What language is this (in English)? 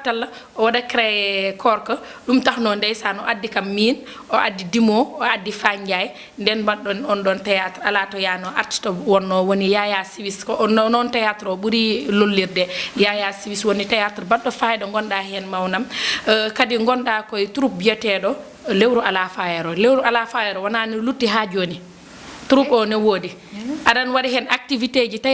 Fula